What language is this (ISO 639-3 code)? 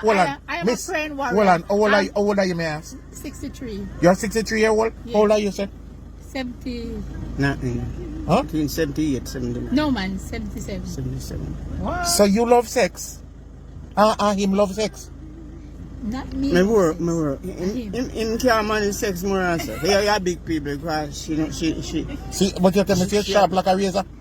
jam